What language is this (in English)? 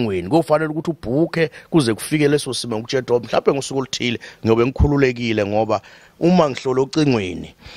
Zulu